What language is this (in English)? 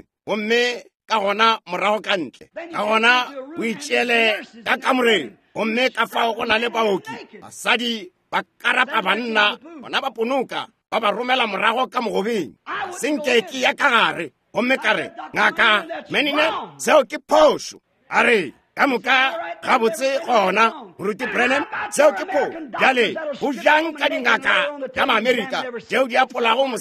Northern Sotho